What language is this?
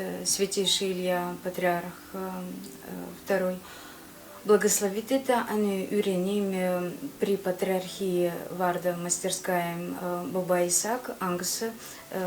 Gagauz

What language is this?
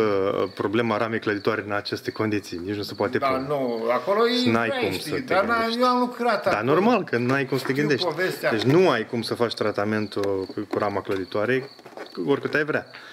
Romanian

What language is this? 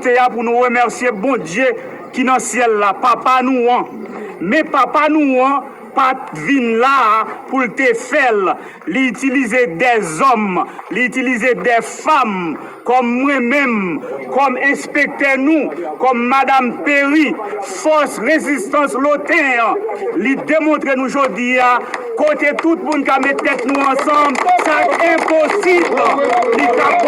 Haitian Creole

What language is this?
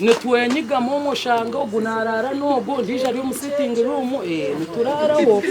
Nyankole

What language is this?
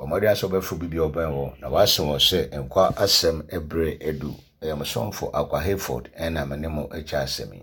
Akan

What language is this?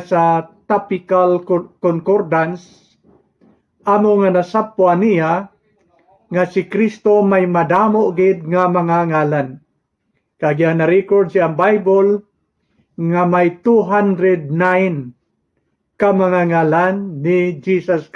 Hiligaynon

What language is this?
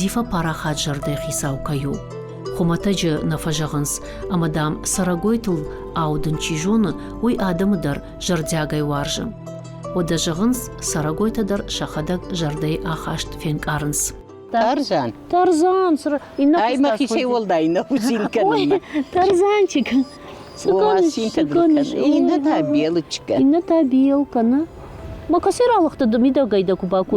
Ossetic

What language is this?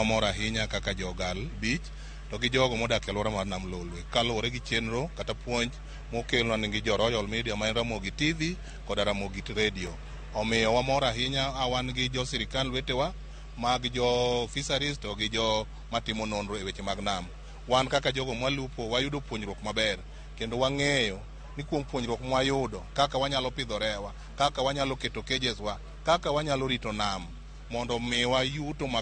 Luo (Kenya and Tanzania)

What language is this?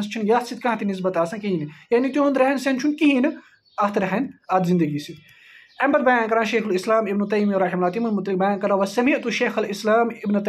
Kashmiri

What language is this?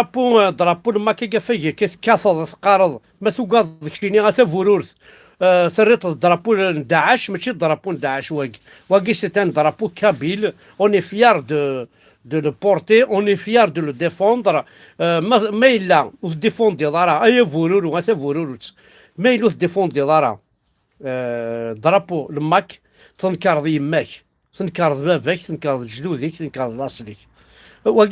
Kabyle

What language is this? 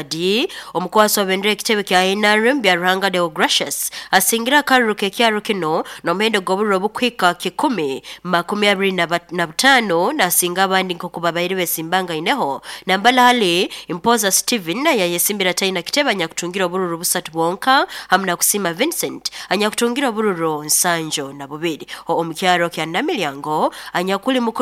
Nyoro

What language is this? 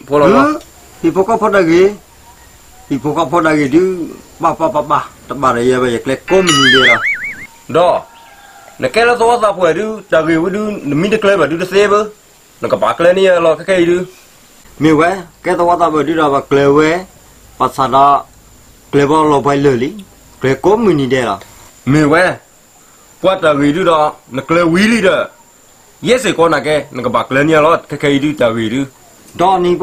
S'gaw Karen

